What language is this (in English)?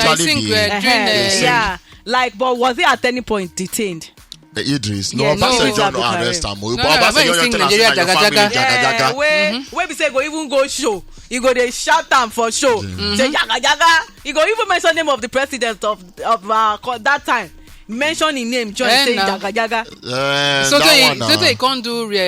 Nigerian Pidgin